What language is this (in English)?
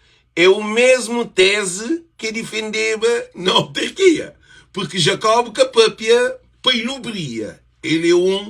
Kabuverdianu